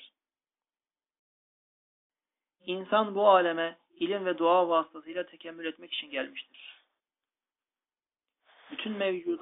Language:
Turkish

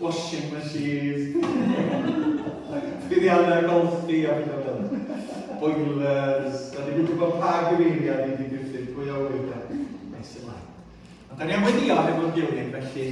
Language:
Welsh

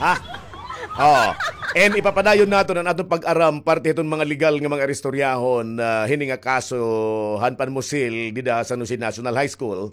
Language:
Waray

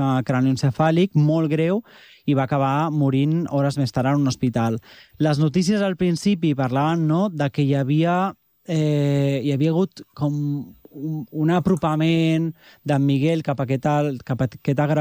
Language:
Catalan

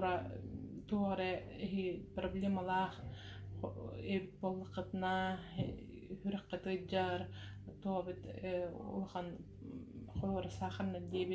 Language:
Yakut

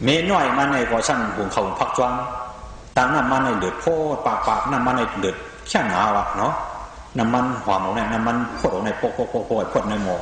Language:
Shan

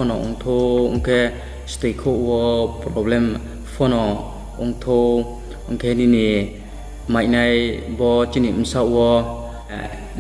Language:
Riang (India)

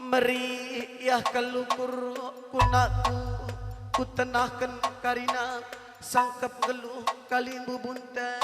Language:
Batak Karo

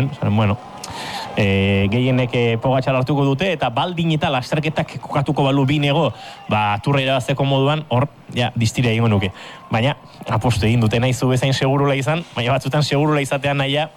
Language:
Basque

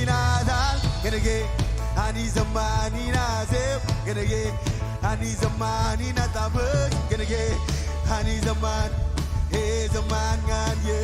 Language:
Marshallese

